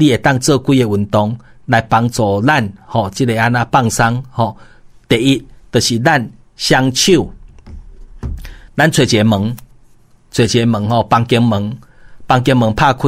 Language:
Min Nan Chinese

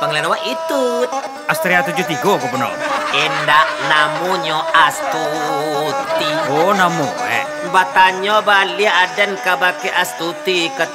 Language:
Minangkabau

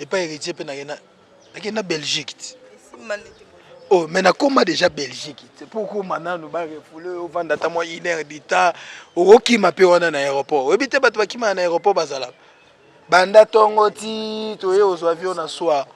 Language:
Lingala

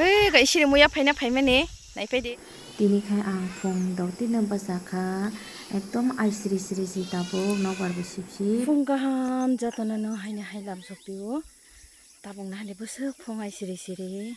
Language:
Kok Borok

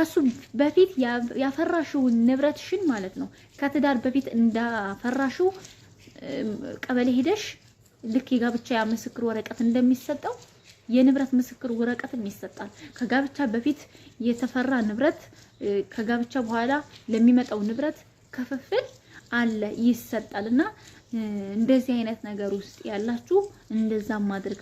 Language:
Amharic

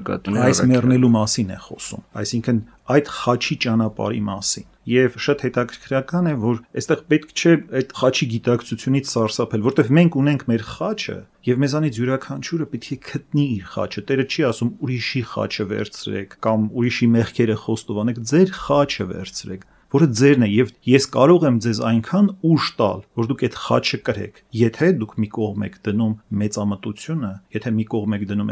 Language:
Armenian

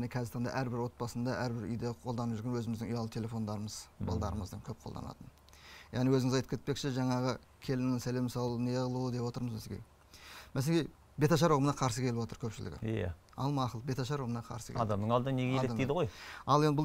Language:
Kazakh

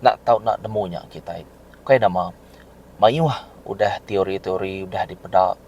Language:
Iban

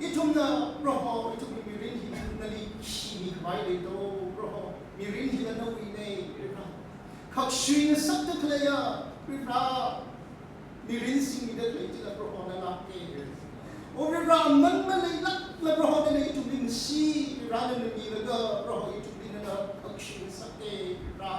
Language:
Tangkhul Naga (India)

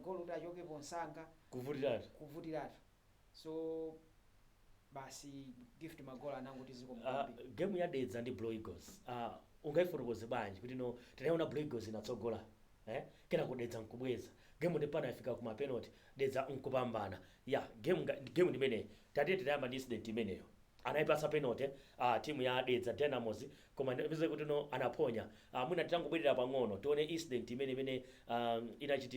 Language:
Nyanja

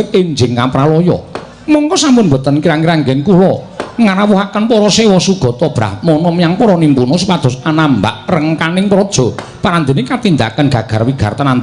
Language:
Javanese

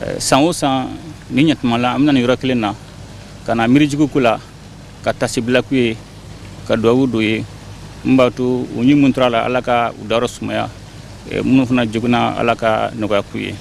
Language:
Bambara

